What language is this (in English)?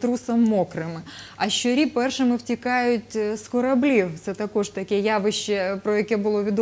Ukrainian